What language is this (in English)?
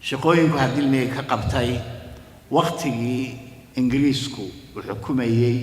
Somali